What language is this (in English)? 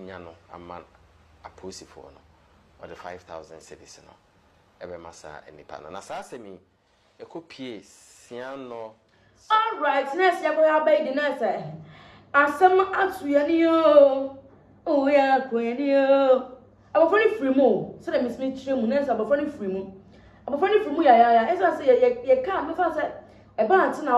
Akan